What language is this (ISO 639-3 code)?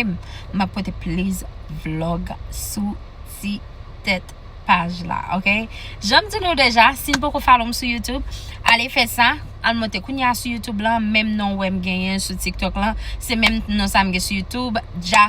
hat